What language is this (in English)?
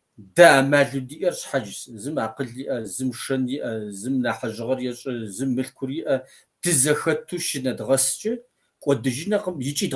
Kabardian